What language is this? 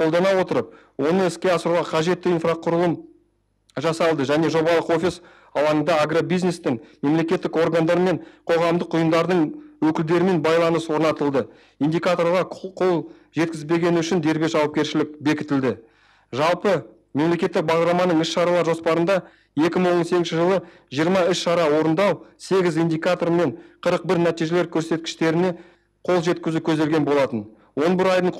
Kazakh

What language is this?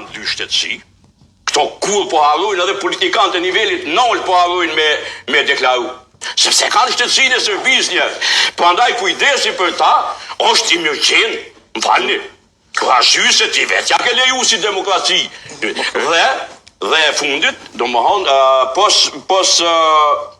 Albanian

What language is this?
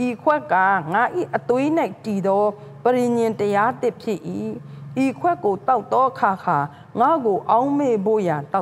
Burmese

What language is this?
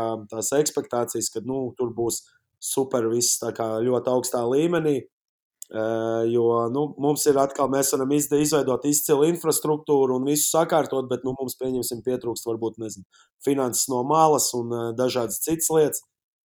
Latvian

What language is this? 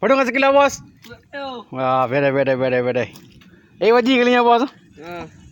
Achinese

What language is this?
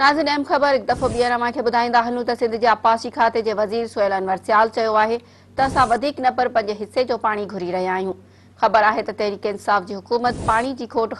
Sindhi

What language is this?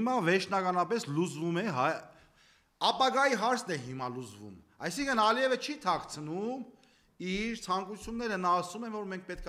Armenian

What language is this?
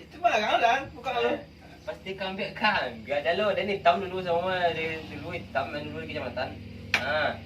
Minangkabau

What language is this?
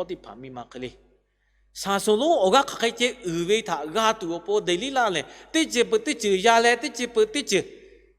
Lahu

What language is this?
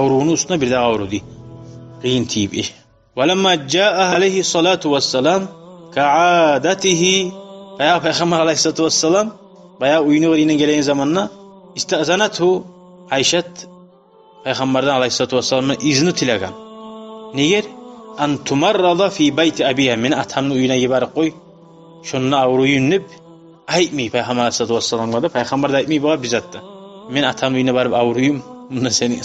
Kumyk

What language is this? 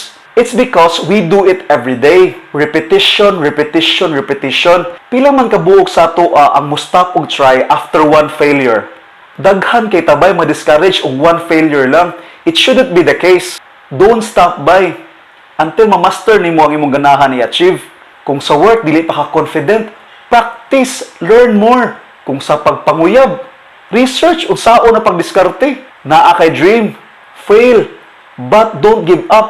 Cebuano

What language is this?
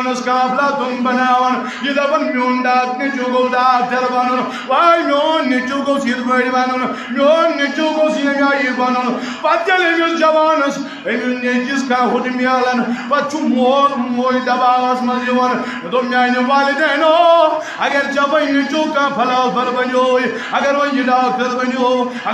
Kashmiri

